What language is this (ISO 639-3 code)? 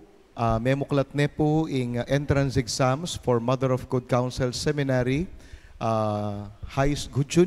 pam